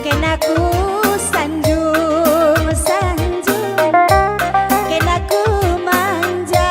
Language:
Batak Karo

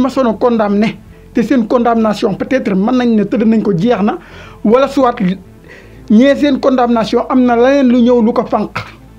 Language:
Wolof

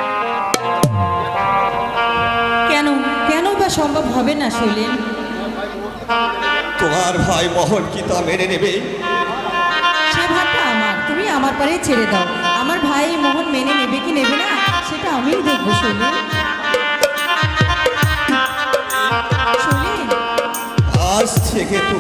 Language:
Bangla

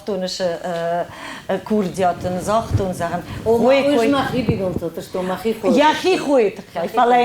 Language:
Ossetic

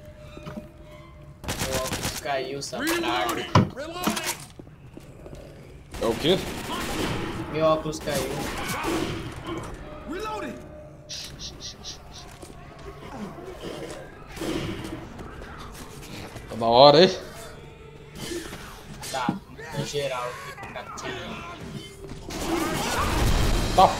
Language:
Portuguese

